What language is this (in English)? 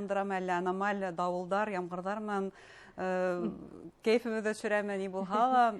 Bashkir